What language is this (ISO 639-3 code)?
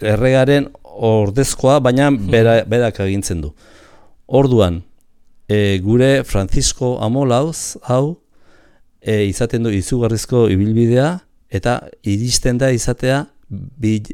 eus